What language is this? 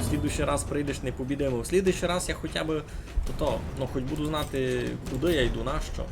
Rusyn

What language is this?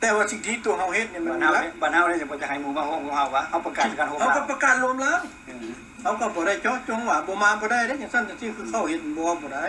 Lao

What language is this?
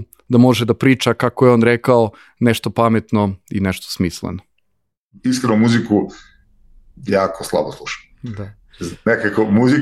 Serbian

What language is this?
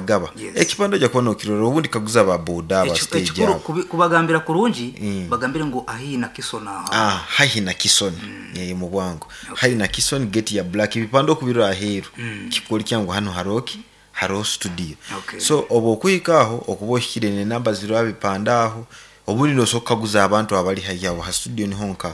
Nyankole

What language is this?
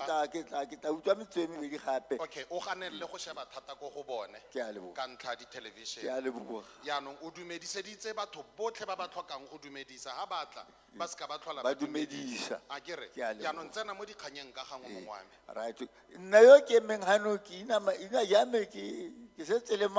Tswana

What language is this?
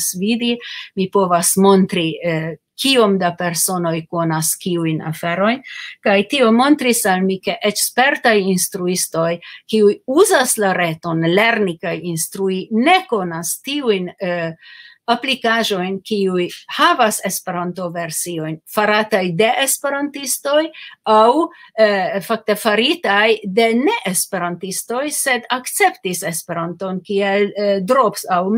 Esperanto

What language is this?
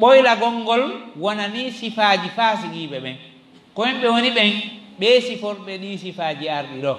Fula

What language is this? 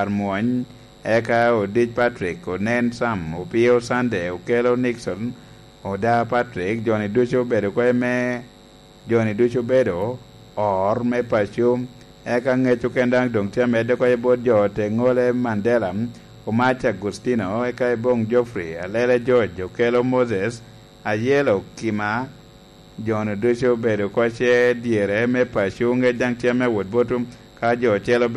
Lango (Uganda)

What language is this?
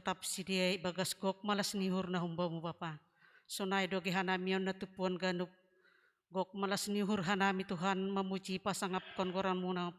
Batak Simalungun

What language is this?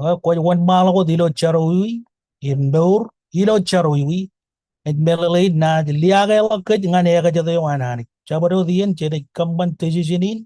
Marshallese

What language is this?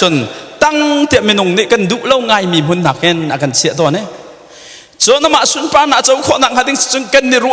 Hakha Chin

